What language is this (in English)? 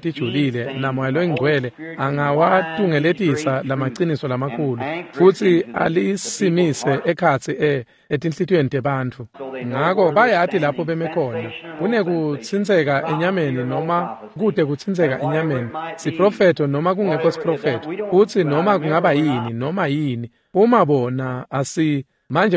Swati